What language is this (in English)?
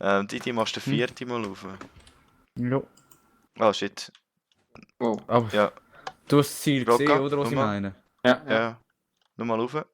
Swiss German